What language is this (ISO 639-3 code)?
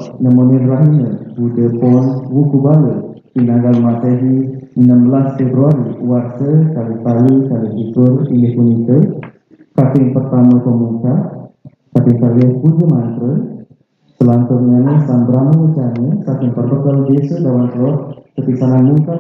ban